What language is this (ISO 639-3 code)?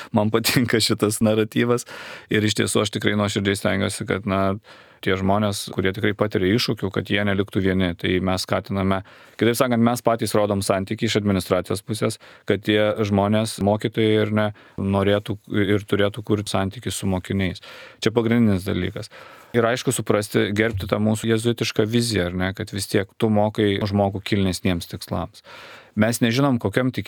lit